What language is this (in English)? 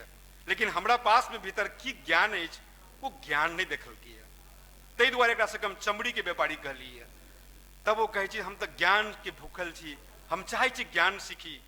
Maithili